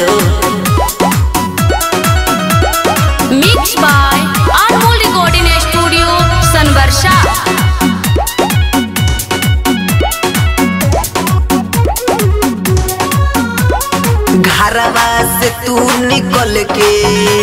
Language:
Bhojpuri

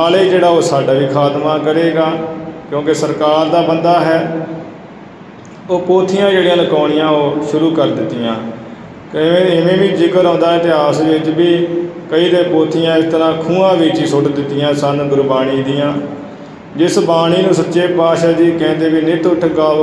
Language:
Punjabi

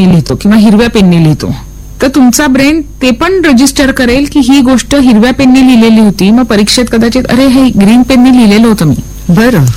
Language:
Marathi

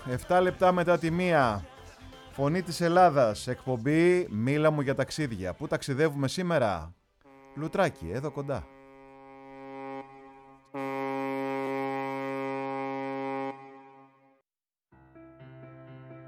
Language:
Greek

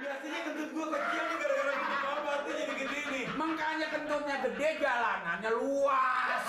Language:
Betawi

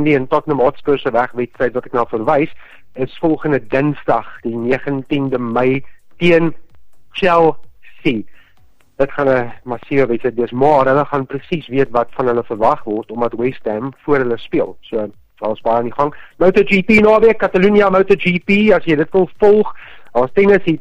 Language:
Afrikaans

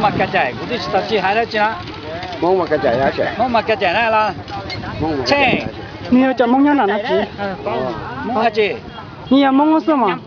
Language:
Hmong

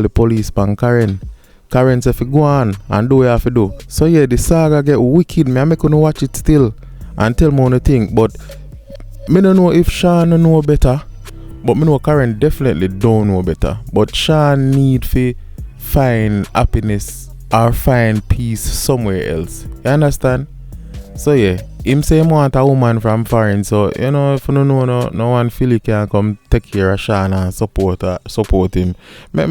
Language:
Jamaican Creole English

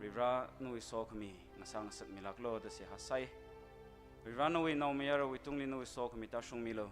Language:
Tangkhul Naga (India)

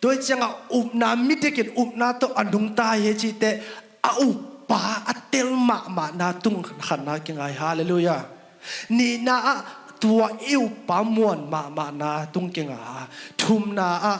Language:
Tedim Chin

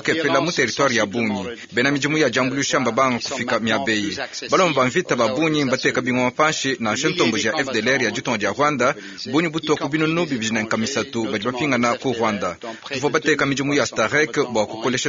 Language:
Luba-Lulua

